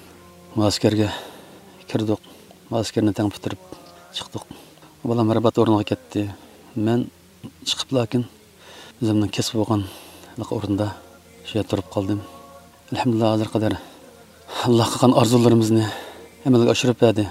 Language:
Uyghur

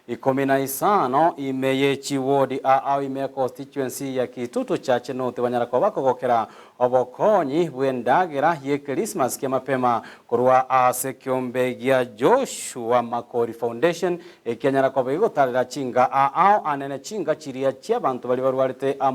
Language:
Gusii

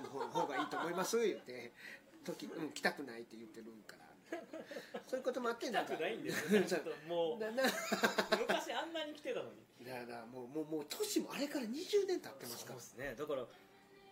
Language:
Japanese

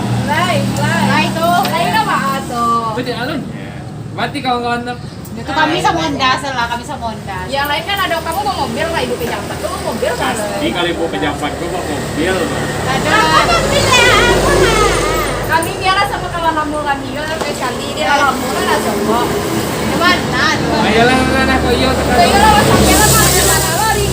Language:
Minangkabau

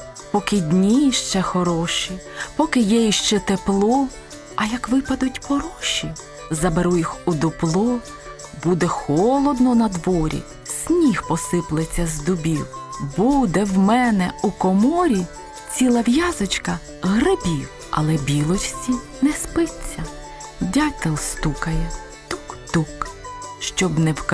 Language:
Ukrainian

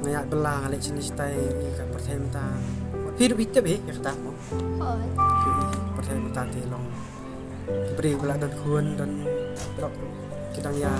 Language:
Khasi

